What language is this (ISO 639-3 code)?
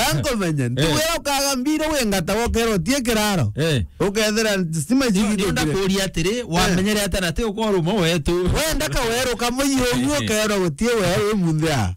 mer